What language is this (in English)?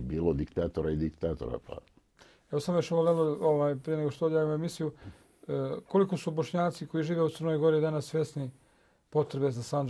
Bosnian